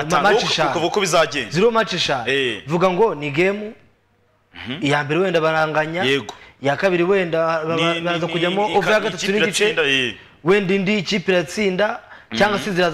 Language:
Kinyarwanda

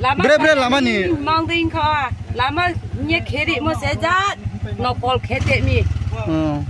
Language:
Riang (India)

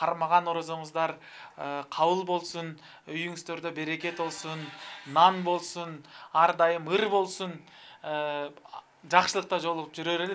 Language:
Kyrgyz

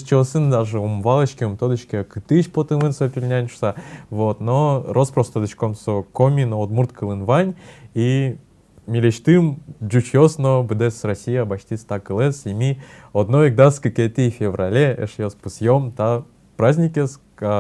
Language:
Udmurt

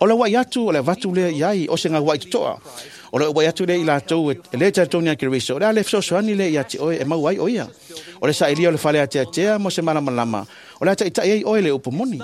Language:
Samoan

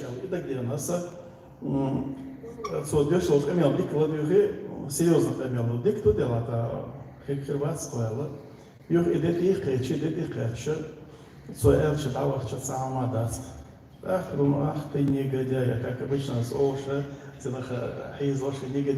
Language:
Chechen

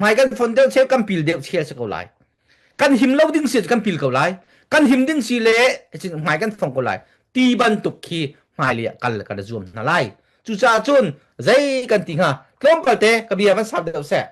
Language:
Hakha Chin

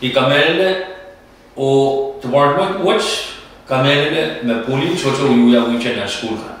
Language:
Pohnpeian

